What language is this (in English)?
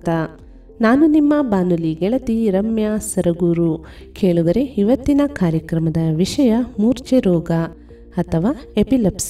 Kannada